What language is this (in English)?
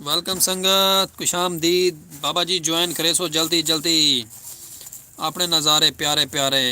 Saraiki